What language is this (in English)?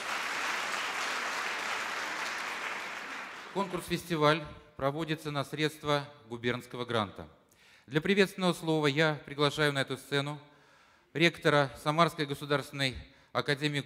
Russian